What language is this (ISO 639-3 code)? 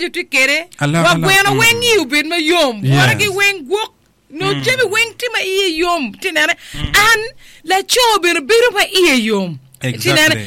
ach